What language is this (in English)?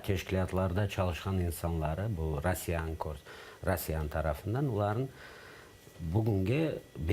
Crimean Tatar